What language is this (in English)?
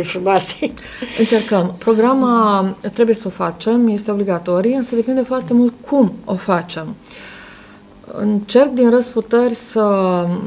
Romanian